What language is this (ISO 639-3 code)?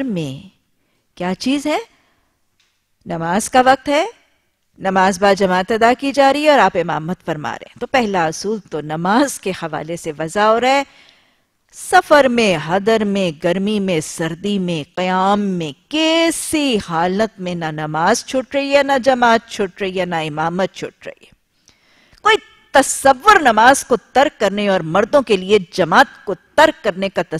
urd